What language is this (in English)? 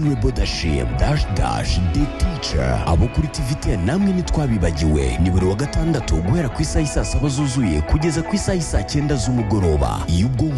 Kinyarwanda